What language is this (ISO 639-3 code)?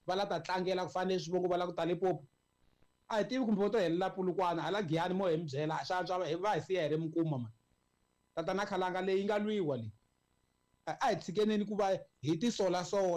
tso